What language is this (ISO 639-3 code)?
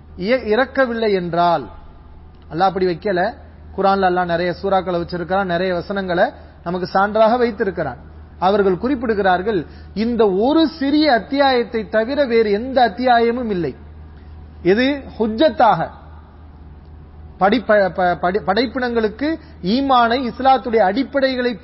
tam